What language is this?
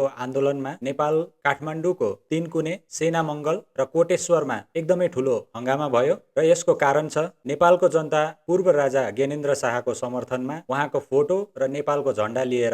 Nepali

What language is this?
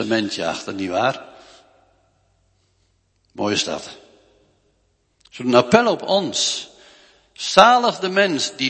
Dutch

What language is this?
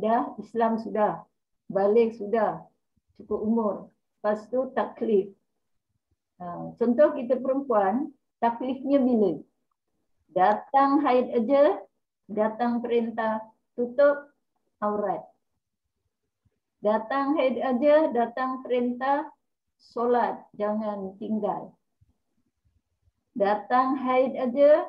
Malay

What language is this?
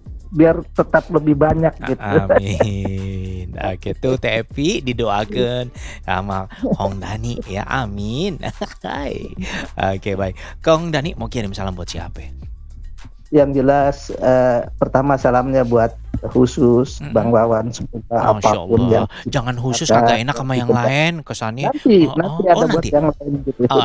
Indonesian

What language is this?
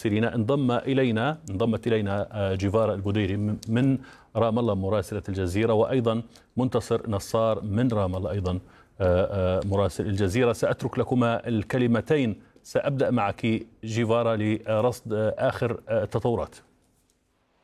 Arabic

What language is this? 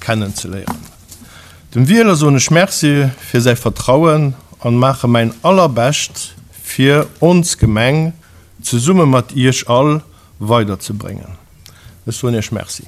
Luxembourgish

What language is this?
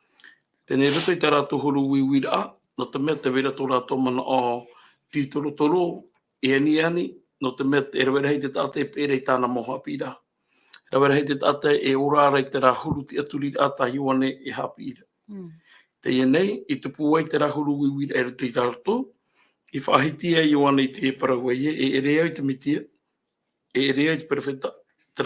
Tahitian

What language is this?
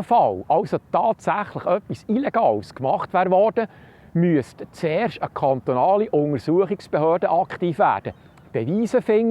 Swiss German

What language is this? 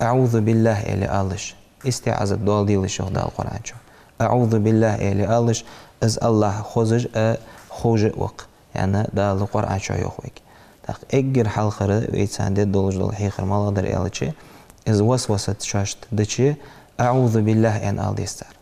Ingush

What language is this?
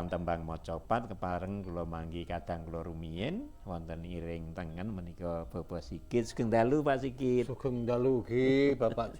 Javanese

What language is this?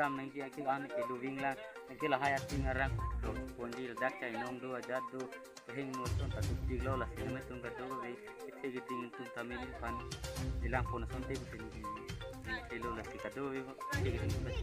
Karbi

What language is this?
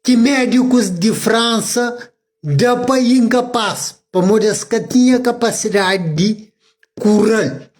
Kabuverdianu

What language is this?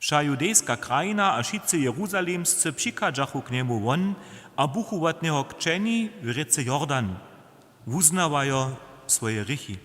Upper Sorbian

